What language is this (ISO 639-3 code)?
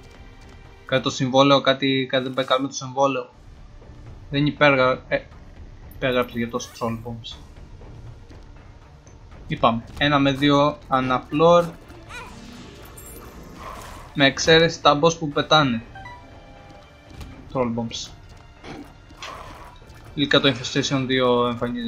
ell